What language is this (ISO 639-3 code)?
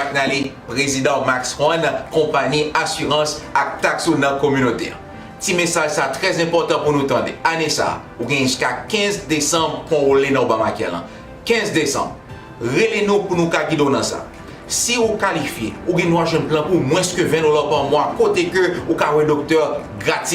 hat